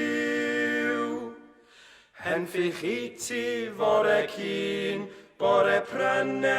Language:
Welsh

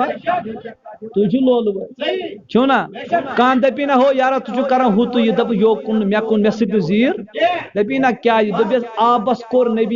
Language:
Kashmiri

